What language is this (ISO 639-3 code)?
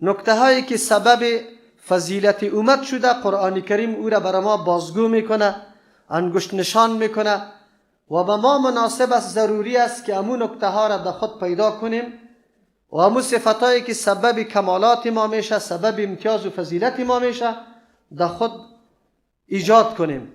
fas